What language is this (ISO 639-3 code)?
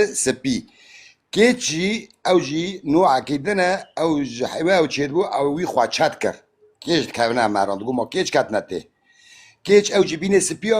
kur